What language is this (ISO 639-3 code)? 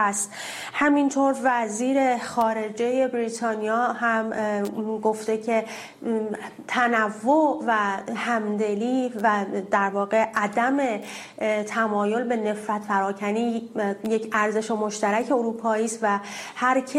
fas